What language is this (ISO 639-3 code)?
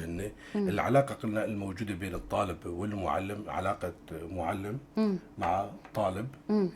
apc